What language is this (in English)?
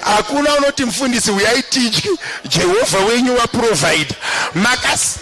Shona